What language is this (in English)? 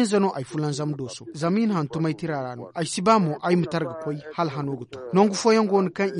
Zarma